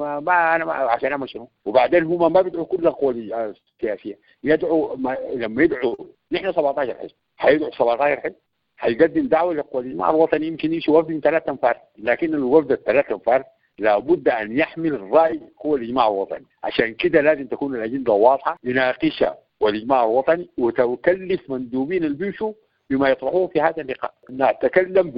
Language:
Sudanese Arabic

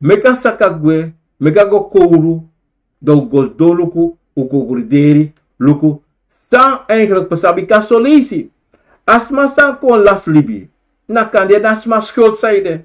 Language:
Sranan Tongo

